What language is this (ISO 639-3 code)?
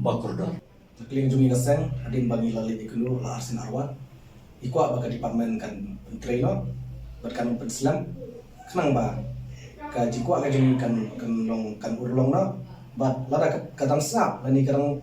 kha